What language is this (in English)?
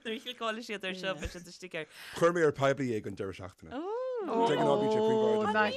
Irish